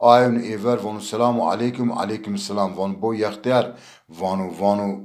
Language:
Zaza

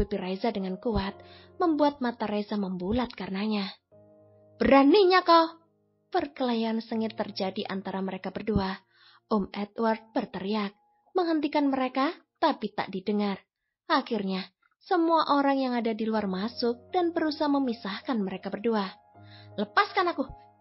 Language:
Indonesian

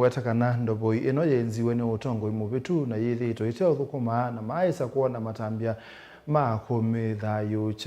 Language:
Kamba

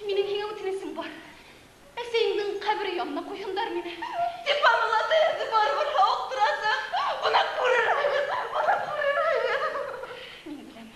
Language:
Bashkir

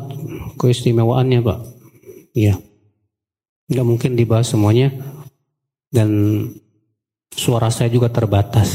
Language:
Indonesian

